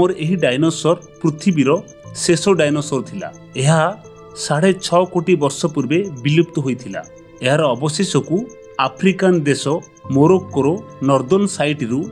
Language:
Odia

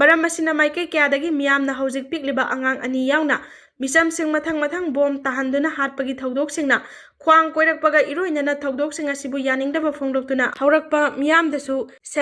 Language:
Manipuri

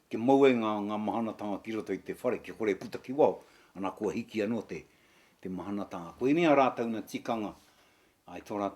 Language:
Māori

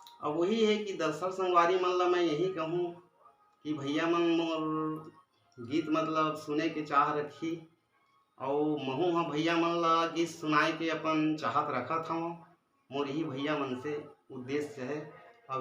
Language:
Chhattisgarhi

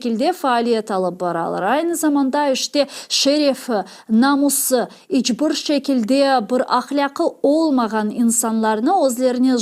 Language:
Crimean Tatar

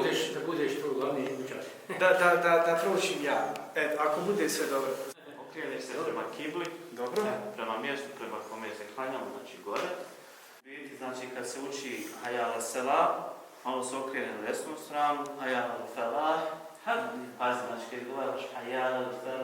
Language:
Bosnian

